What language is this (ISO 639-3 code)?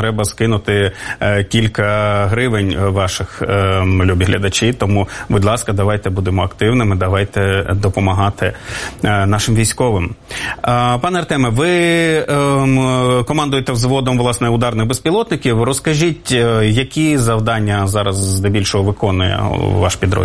ukr